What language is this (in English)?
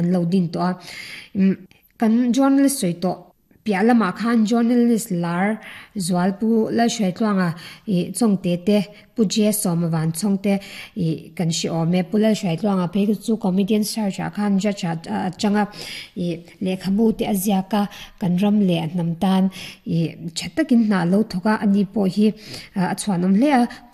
Mizo